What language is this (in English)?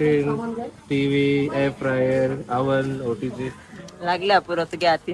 Konkani